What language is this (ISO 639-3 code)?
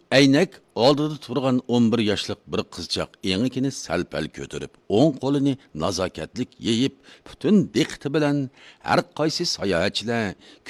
uig